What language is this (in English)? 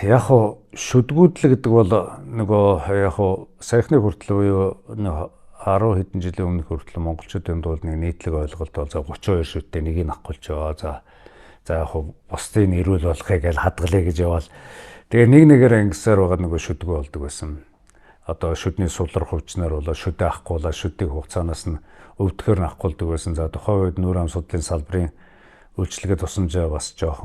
Mongolian